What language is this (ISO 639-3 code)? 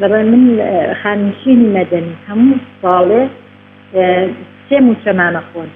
ckb